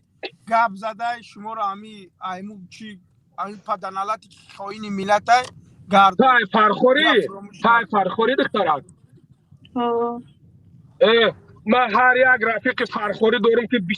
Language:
Tajik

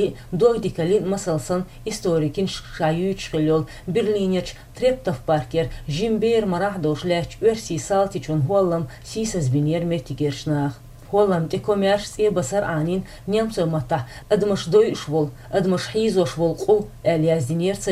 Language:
Chechen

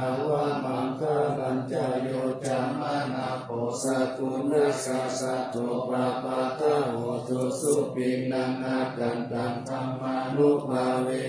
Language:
Pali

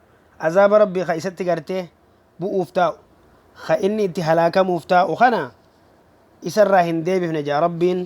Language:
Oromo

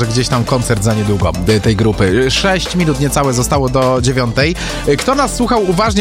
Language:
Polish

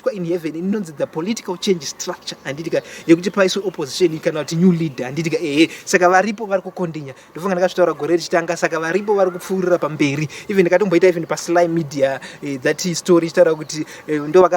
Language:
Shona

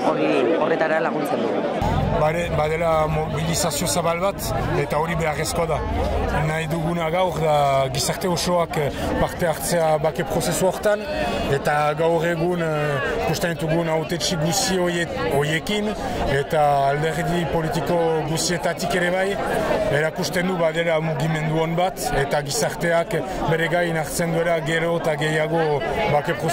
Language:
Basque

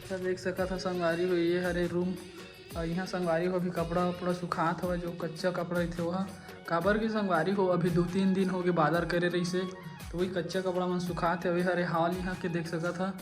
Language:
Chhattisgarhi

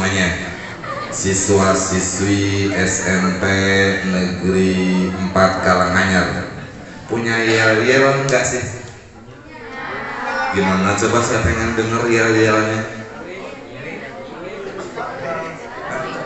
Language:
Indonesian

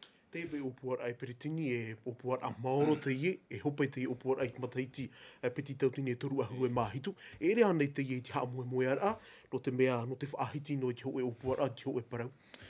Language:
Tahitian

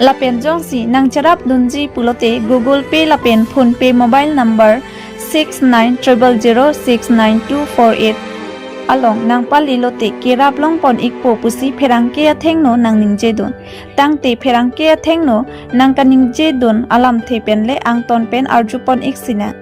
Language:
Karbi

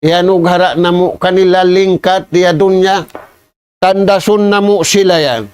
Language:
Tausug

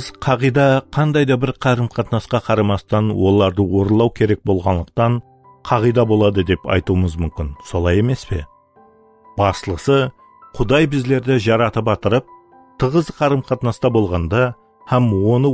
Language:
Kara-Kalpak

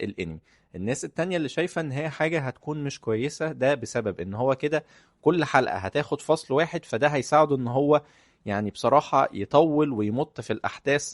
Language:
Egyptian Arabic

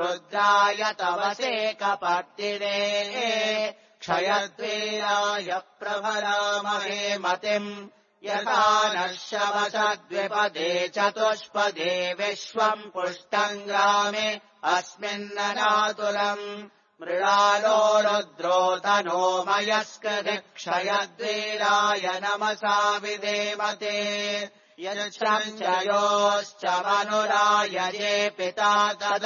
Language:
Sanskrit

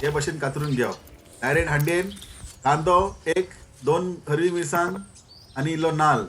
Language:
Konkani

